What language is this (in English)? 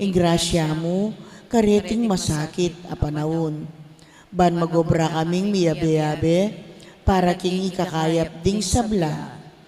Pampanga